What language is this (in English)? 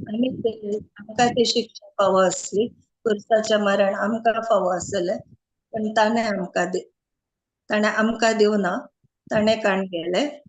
Konkani